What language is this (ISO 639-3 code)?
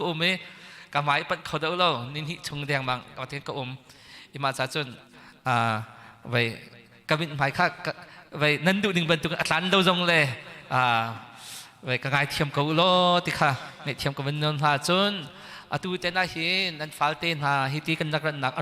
cnh